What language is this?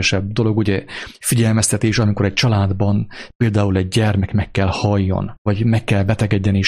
Hungarian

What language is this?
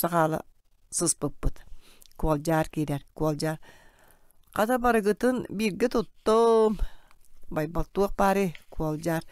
Yakut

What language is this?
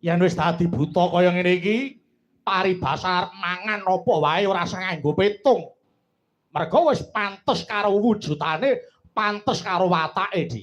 Javanese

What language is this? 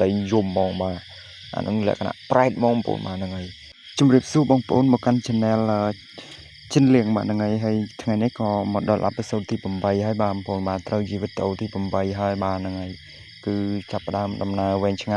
Khmer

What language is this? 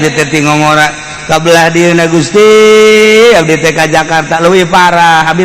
Sundanese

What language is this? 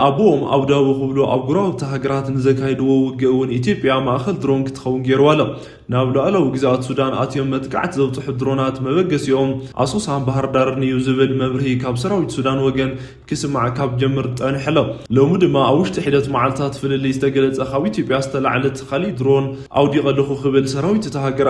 Tigrinya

